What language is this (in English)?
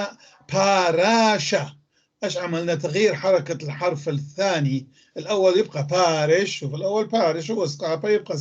North Levantine Arabic